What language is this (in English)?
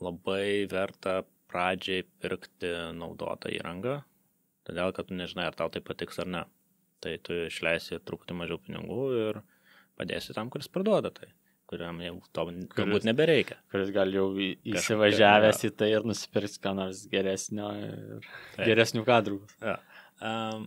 Lithuanian